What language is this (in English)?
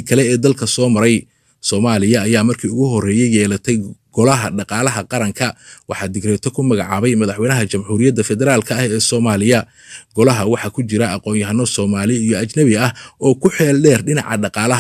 Somali